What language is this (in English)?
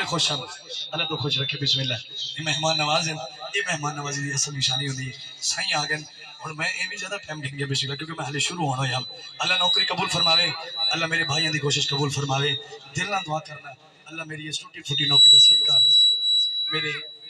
Saraiki